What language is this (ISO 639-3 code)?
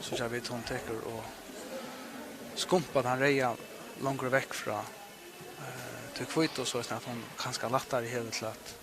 fao